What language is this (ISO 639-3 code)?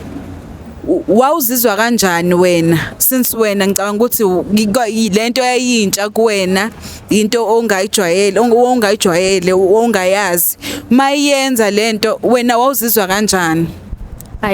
zul